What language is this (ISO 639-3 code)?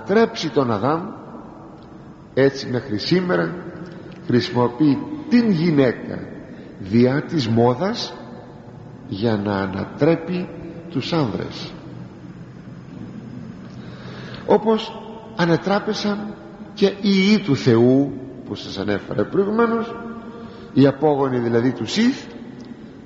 ell